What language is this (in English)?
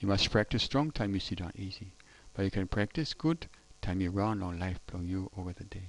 Tok Pisin